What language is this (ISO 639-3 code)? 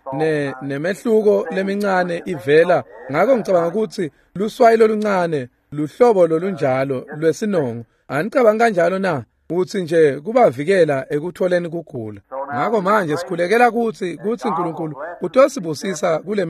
ssw